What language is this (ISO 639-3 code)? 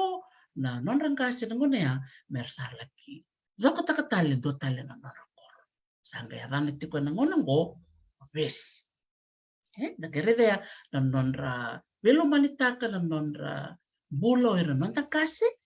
fij